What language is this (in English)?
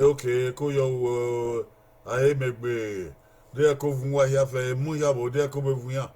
Bini